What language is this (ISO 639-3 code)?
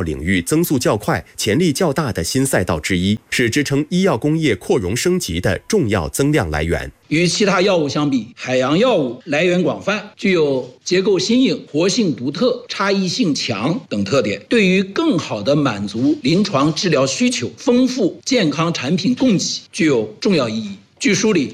zho